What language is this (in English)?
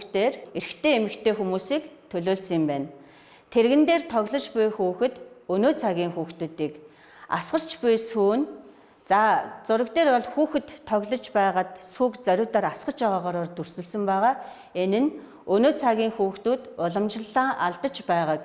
Mongolian